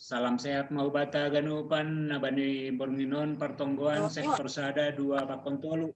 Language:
Batak Simalungun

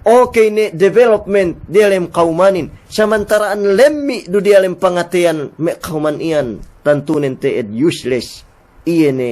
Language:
Yakan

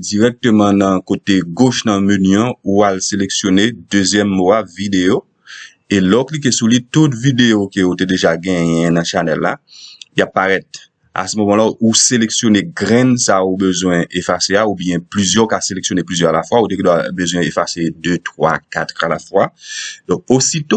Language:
Haitian Creole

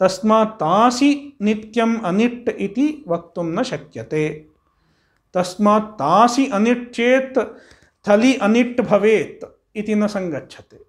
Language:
Sanskrit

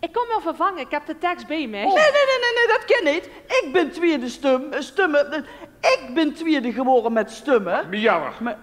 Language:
Limburgish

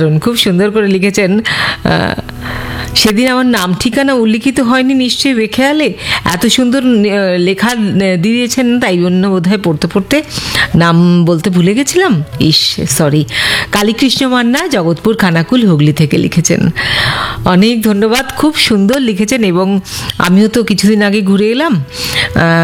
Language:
Bangla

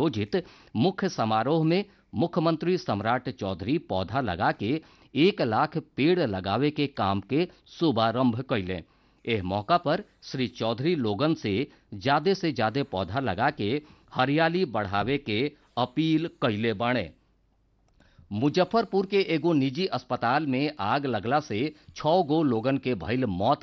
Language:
Bhojpuri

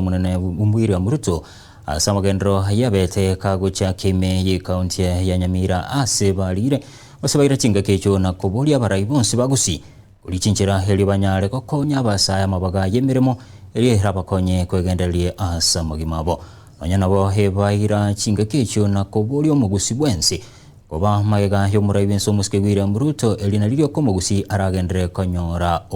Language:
Gusii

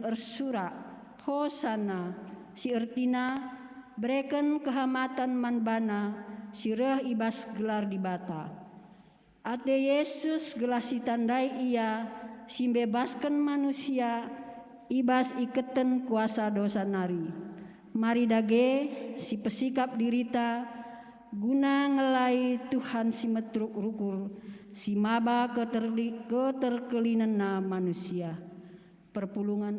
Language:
Batak Karo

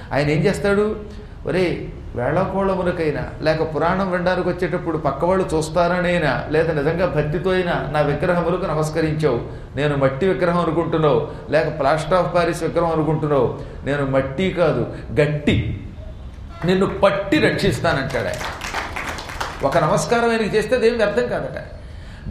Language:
Telugu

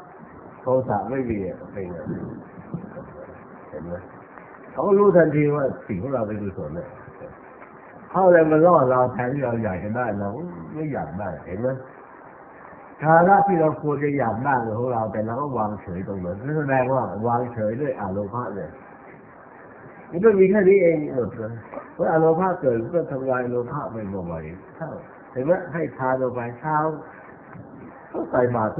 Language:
Thai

